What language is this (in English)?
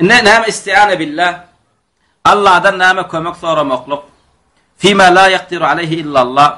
Turkmen